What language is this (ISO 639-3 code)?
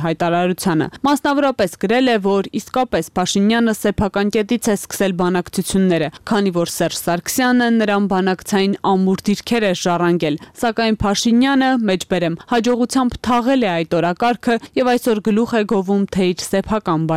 hye